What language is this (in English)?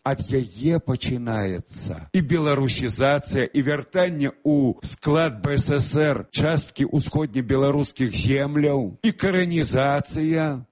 Belarusian